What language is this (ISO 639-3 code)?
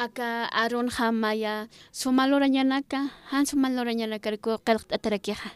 aym